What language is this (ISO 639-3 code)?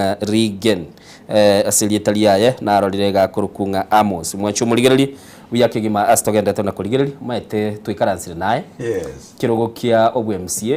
guz